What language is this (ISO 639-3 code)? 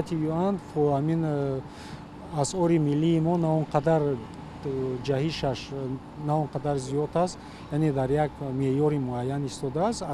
tgk